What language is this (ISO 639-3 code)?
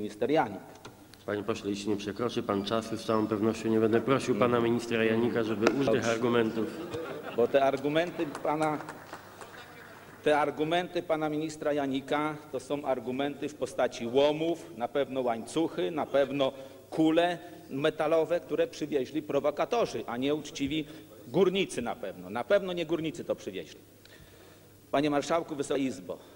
pol